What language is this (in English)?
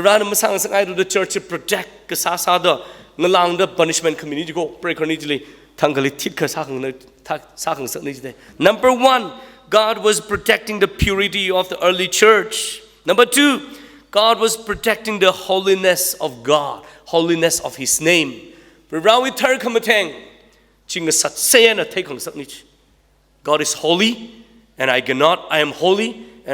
Tangkhul Naga (India)